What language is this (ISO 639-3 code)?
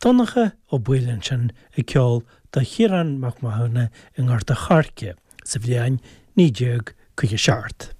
gle